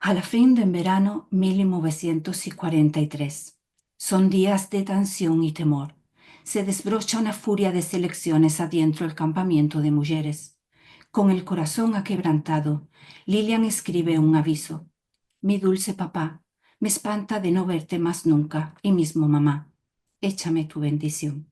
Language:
Ladino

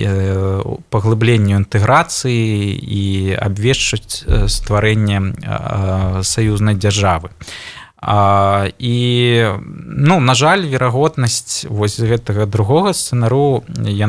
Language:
Belarusian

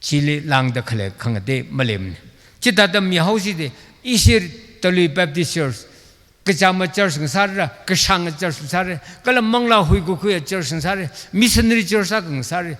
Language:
Tangkhul Naga (India)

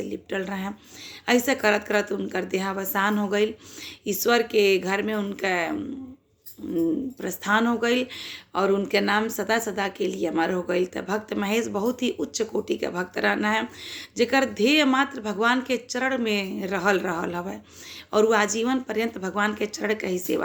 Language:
Bhojpuri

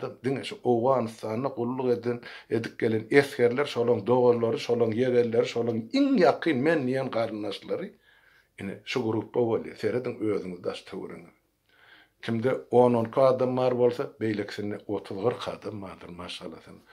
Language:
Turkmen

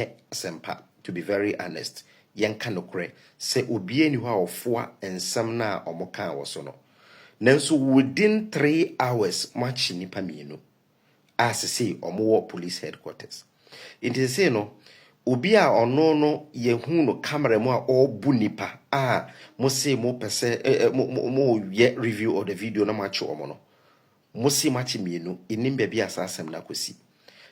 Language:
Akan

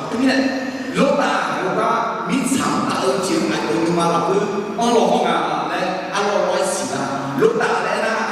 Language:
Akha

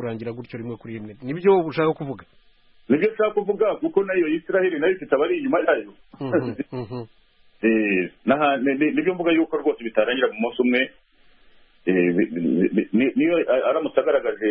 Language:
Kinyarwanda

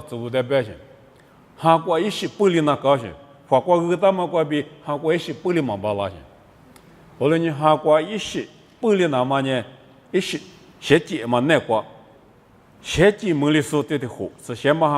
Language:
Lisu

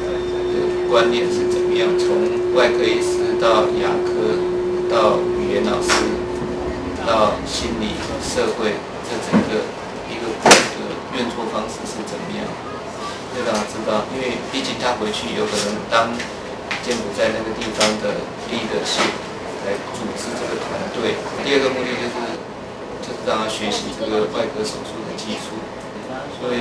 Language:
Chinese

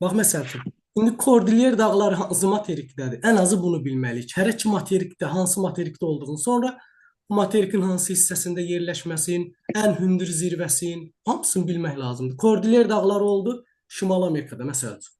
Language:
Azerbaijani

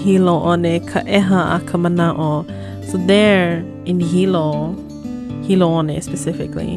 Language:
Hawaiian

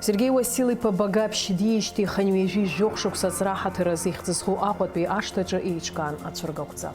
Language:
Abkhazian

